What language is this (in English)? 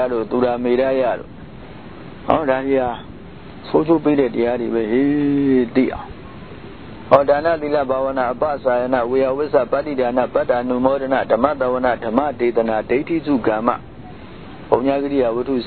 Burmese